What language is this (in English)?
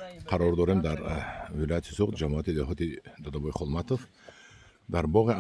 Tajik